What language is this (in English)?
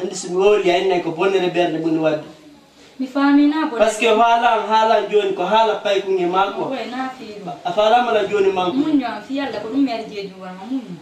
Fula